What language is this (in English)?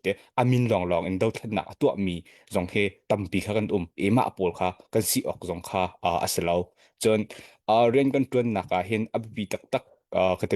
Hakha Chin